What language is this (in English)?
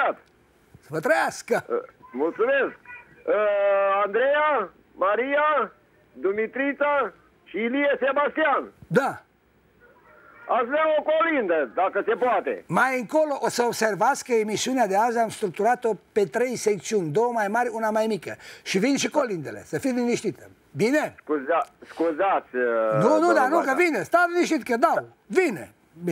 Romanian